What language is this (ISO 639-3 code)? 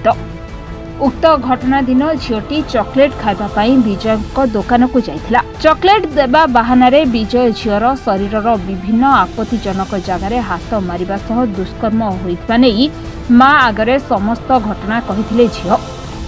ori